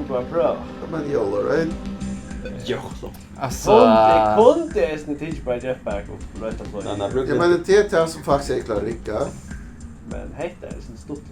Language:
Faroese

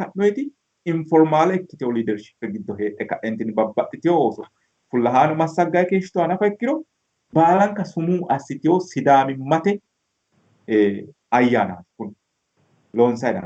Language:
Sidamo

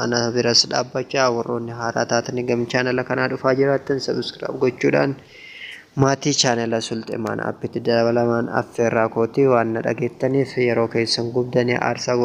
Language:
Oromo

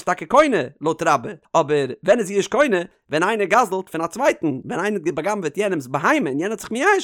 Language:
Yiddish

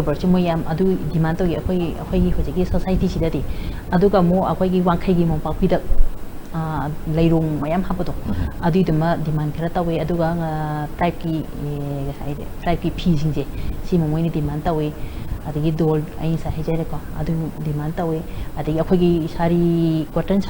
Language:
Manipuri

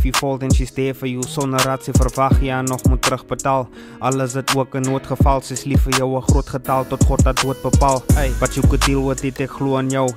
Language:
Afrikaans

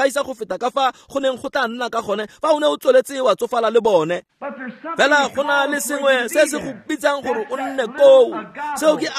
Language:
Tswana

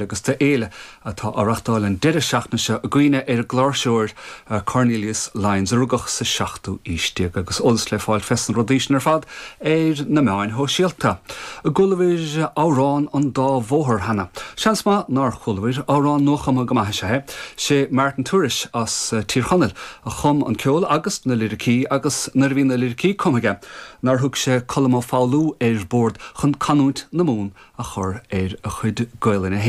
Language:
Irish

